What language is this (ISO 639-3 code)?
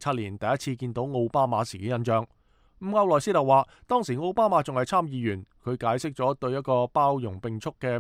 yue